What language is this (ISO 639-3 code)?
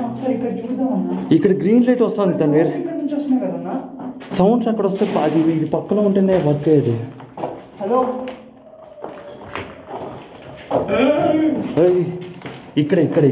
tel